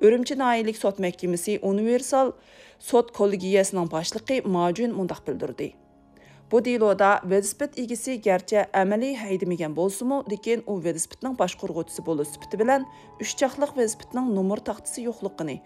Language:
Uyghur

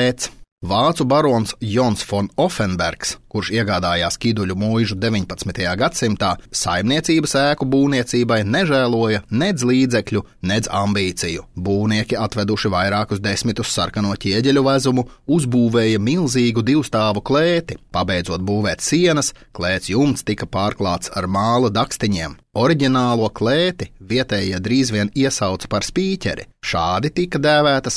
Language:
Latvian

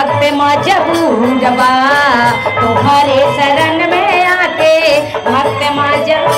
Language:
Bhojpuri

